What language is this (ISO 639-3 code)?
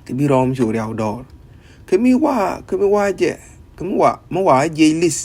nus